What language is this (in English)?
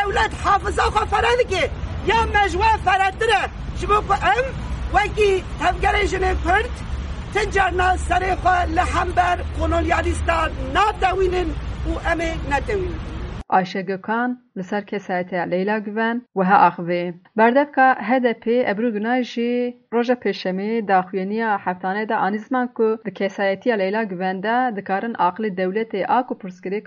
Kurdish